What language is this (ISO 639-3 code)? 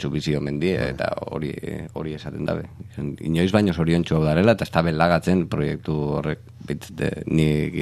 eus